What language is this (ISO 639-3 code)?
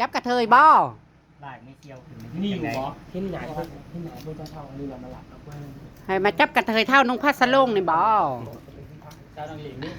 tts